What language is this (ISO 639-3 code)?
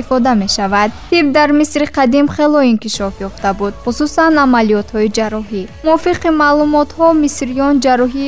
tgk